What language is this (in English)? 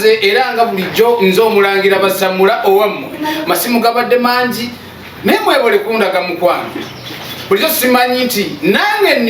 Ganda